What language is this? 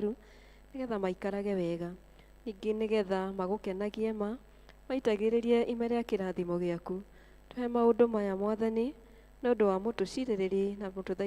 Kikuyu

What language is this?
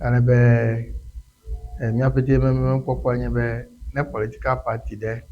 Ewe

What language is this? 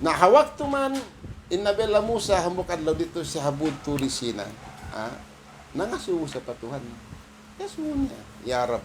Tausug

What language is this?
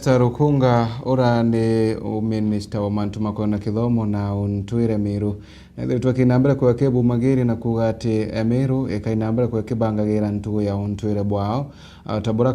Meru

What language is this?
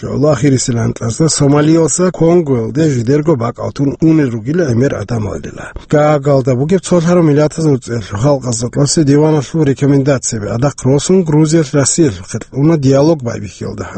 Avaric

